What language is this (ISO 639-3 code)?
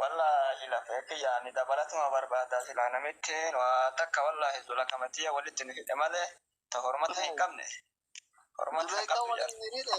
orm